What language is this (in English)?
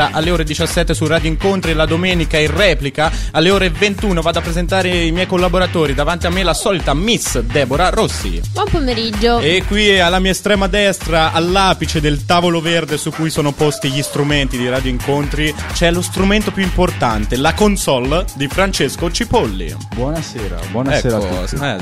Italian